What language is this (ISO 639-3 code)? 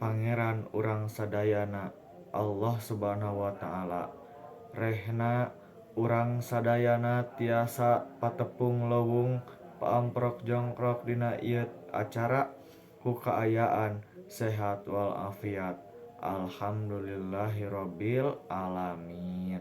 sun